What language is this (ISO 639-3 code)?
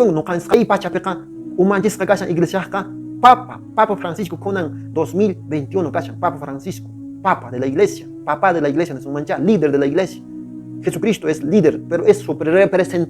que